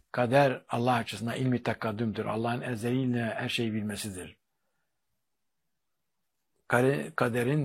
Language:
Turkish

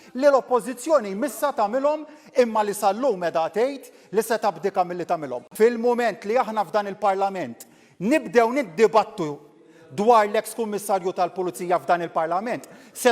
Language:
Maltese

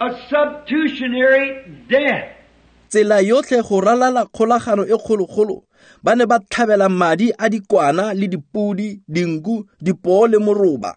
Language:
Tswana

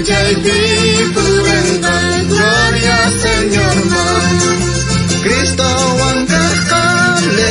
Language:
South Bolivian Quechua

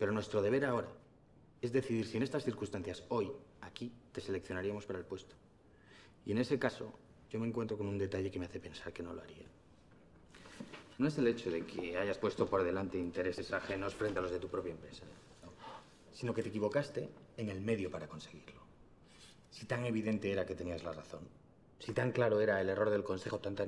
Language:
Spanish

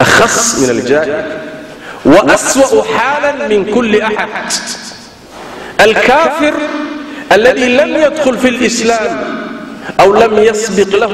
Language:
Arabic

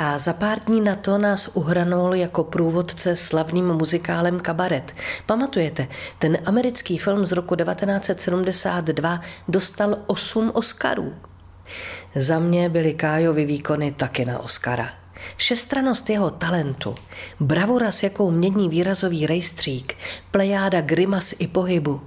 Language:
Czech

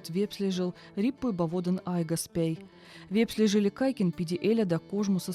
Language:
Veps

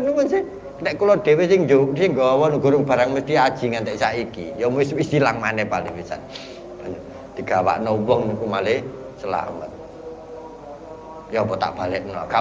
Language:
Javanese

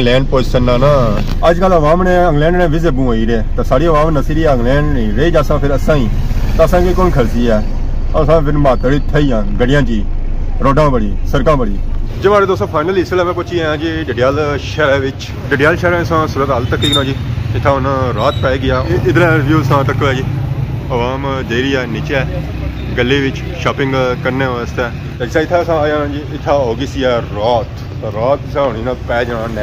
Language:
Pahari-Potwari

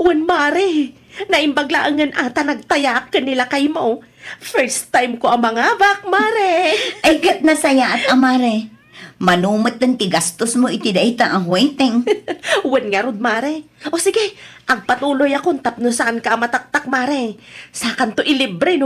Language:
Iloko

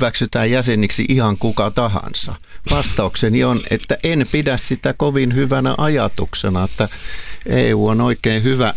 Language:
Finnish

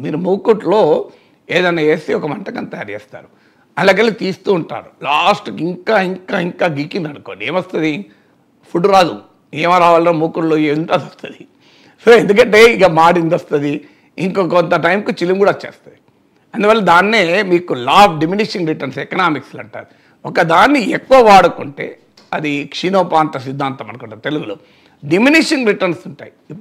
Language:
Telugu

